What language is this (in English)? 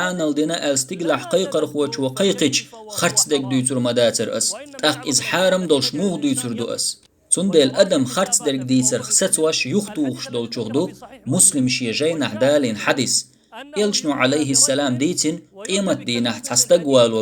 Chechen